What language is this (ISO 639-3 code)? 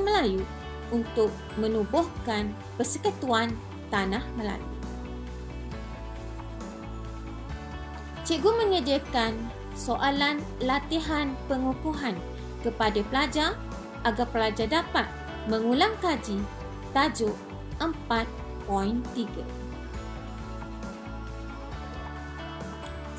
msa